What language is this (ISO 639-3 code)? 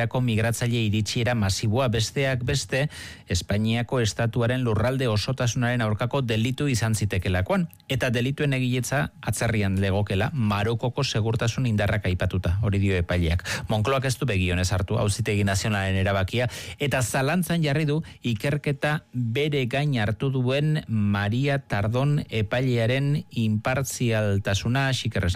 eus